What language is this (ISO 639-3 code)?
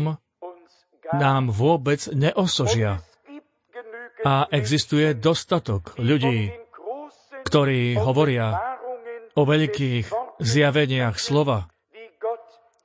slk